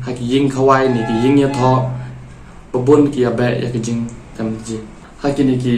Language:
Khasi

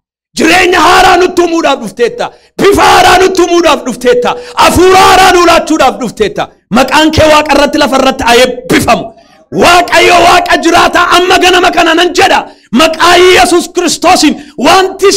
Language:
Oromo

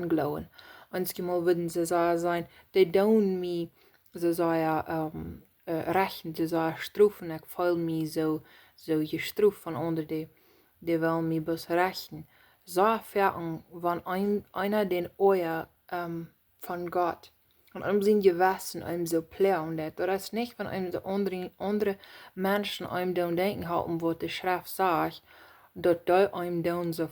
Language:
Plautdietsch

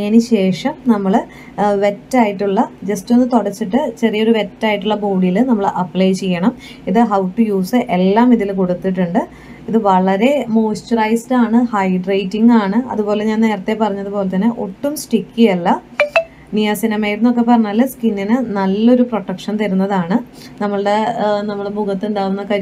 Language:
Malayalam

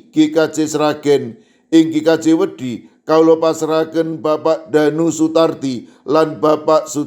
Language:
Javanese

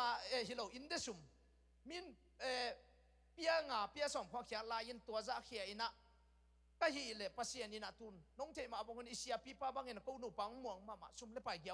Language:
Tedim Chin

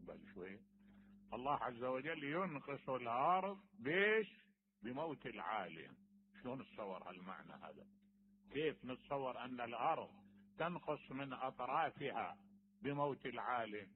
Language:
Mesopotamian Arabic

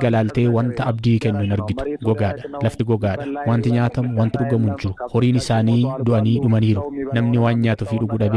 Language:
Oromo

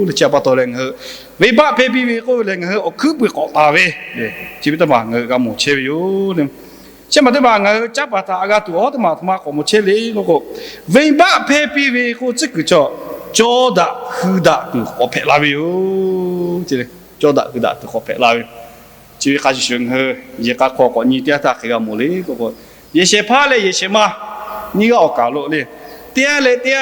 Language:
Lahu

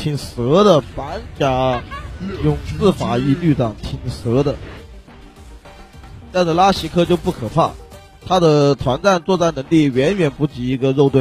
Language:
Chinese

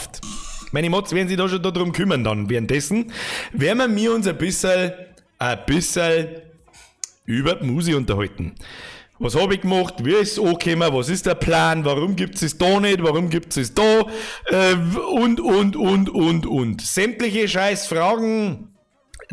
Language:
Bavarian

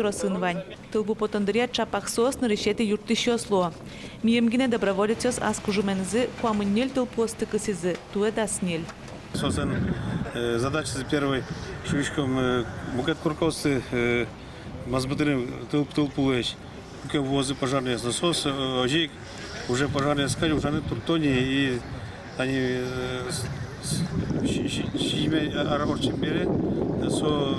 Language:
Udmurt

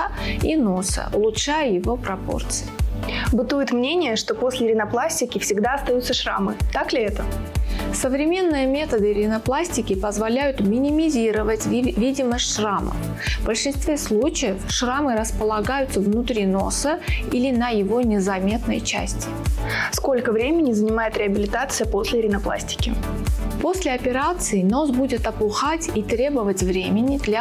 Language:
Russian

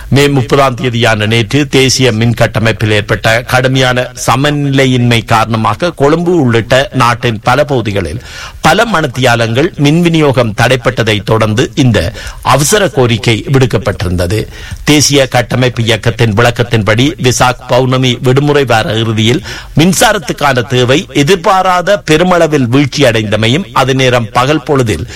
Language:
Tamil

